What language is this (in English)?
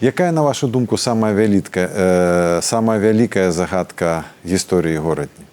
Belarusian